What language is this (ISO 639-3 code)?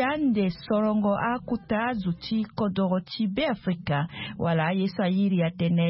sag